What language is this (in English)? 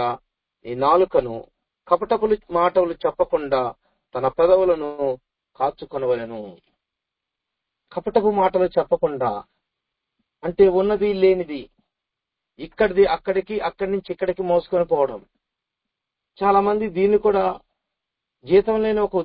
Telugu